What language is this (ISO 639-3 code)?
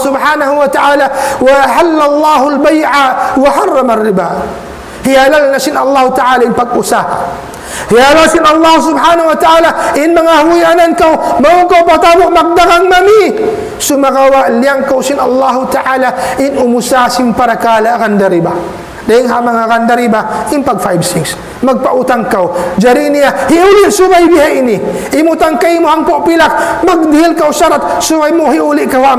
tsg